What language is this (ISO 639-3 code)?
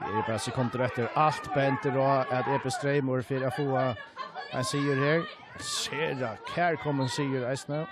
fao